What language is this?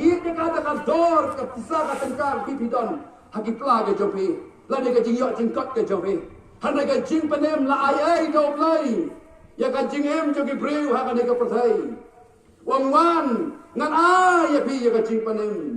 Khasi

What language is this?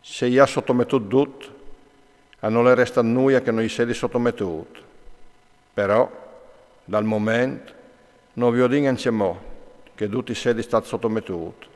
Friulian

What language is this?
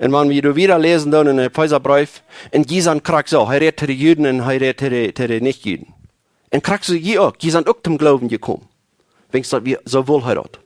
Plautdietsch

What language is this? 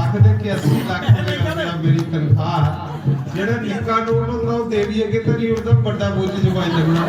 Dogri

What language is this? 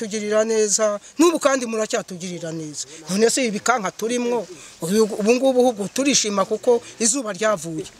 Kinyarwanda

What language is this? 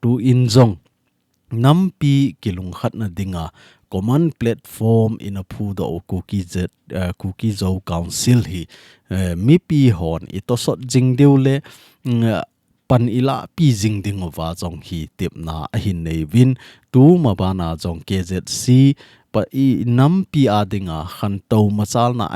Thado Chin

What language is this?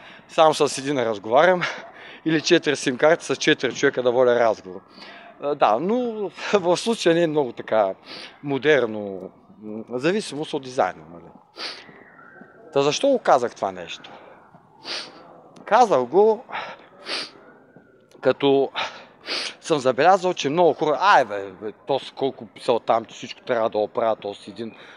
Bulgarian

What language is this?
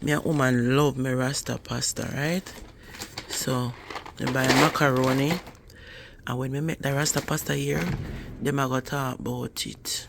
Jamaican Creole English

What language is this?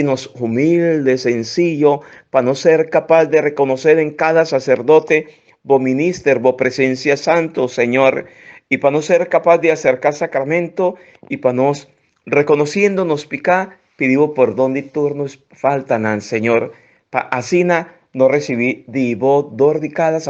Papiamento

